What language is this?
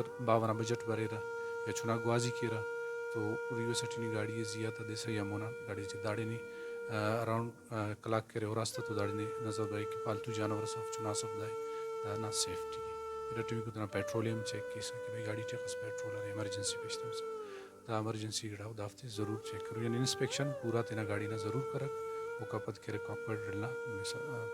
Brahui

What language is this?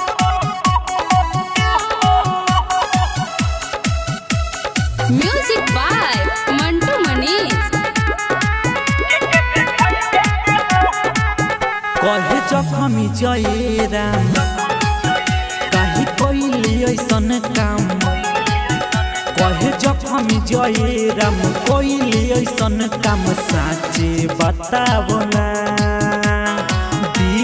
Bhojpuri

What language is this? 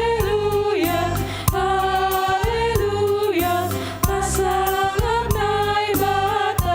Batak Simalungun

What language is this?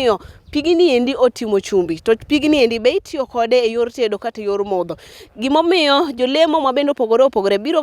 Luo (Kenya and Tanzania)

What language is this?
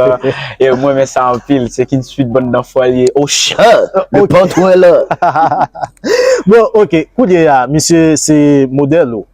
Haitian Creole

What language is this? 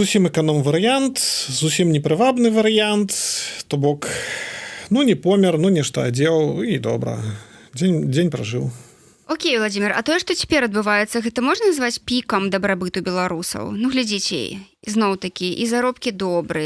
Belarusian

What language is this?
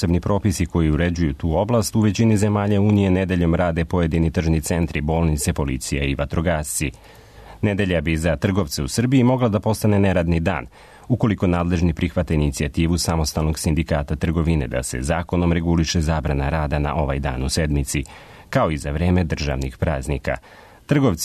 Serbian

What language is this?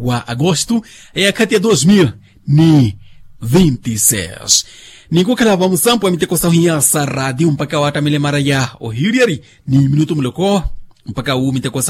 Makhuwa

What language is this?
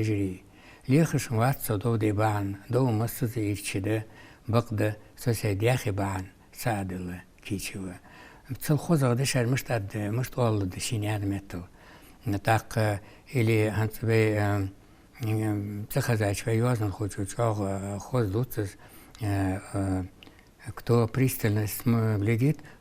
Ingush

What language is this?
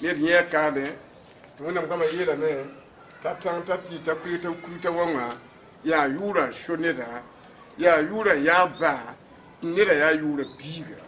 Mossi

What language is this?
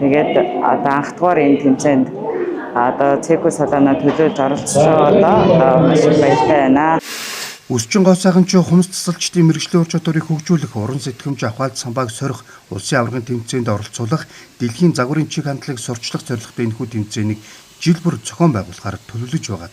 Mongolian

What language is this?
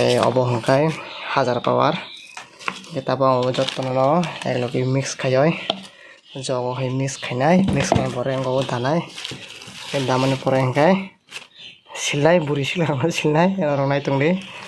Kok Borok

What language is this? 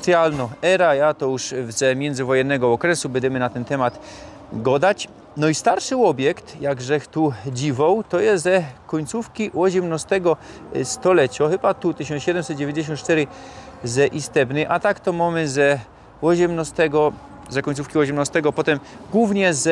Silesian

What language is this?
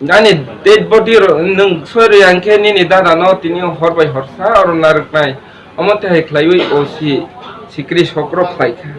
Kok Borok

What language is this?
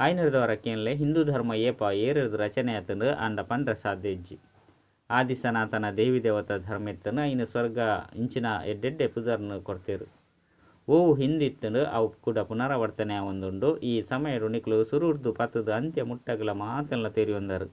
Tulu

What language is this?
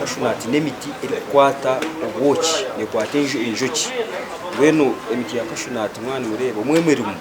Nyankole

